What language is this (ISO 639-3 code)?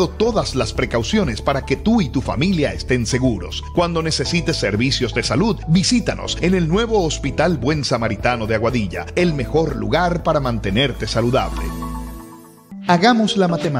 spa